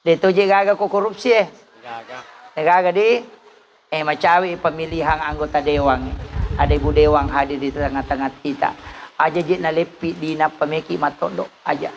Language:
Buginese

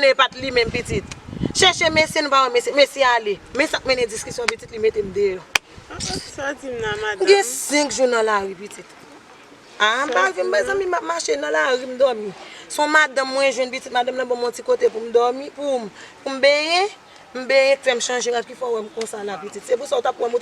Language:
Haitian Creole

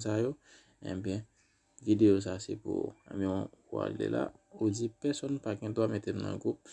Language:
Haitian Creole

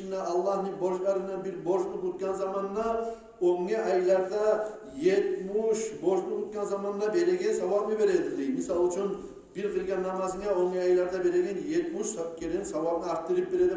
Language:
Kumyk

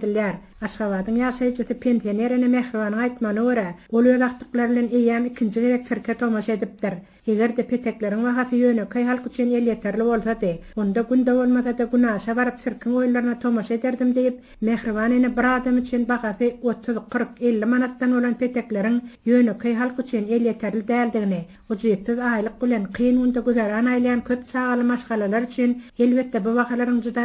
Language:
Turkmen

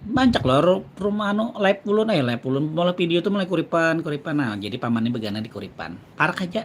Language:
Banjar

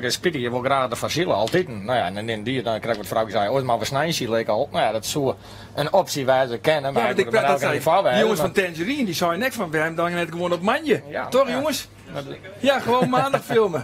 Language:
Western Frisian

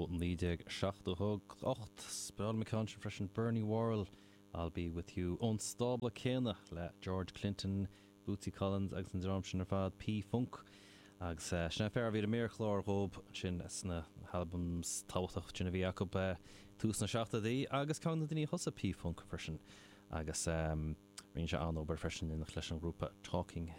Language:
Irish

